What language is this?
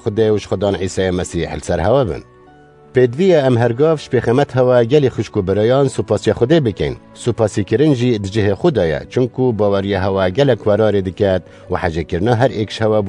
Kurdish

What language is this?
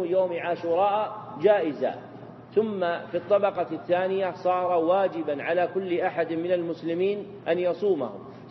Arabic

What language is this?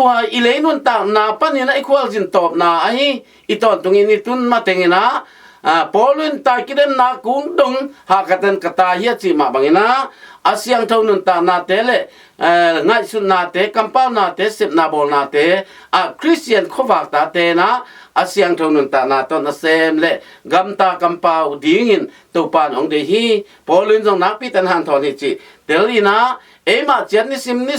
Tedim Chin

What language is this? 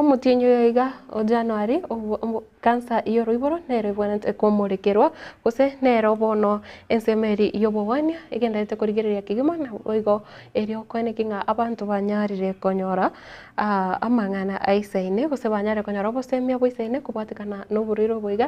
Gusii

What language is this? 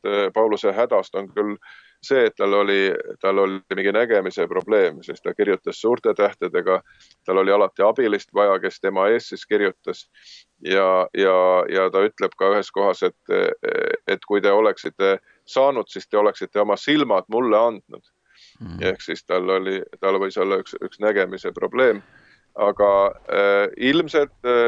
Estonian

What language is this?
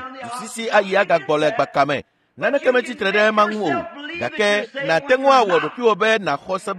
Ewe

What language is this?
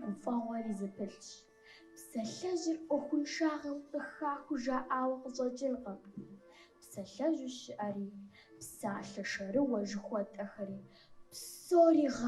Kabardian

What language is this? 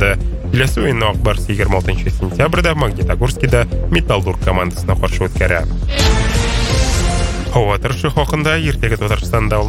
Tatar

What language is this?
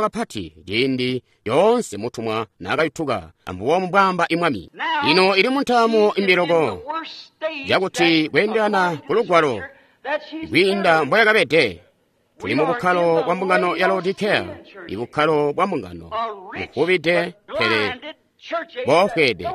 Tonga (Zambia)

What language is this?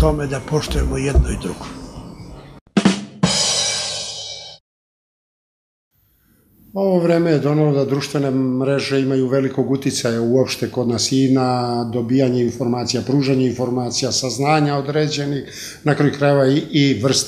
Serbian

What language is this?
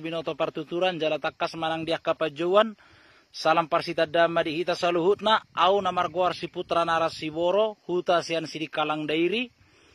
Batak Toba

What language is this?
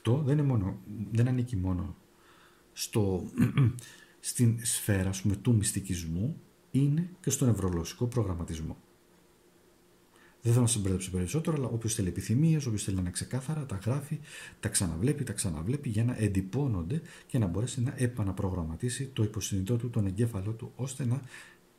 Greek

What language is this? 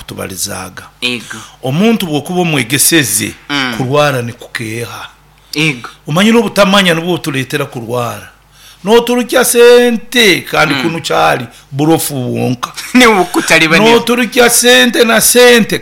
Nyoro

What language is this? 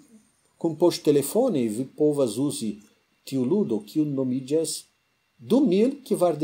Esperanto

